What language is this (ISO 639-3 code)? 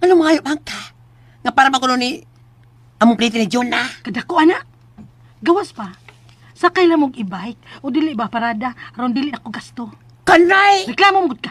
ceb